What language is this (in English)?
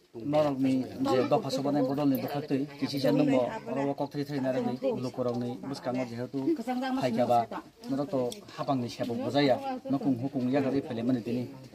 Kok Borok